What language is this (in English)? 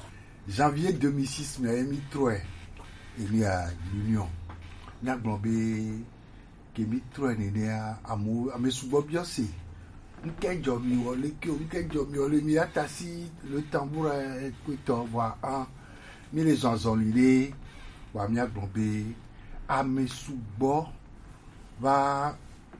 Gen